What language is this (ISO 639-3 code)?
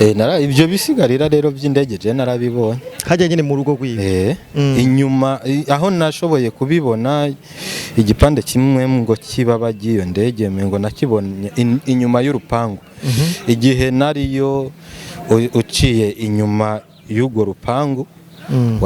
run